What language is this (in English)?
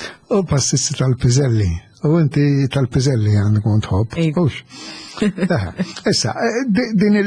Maltese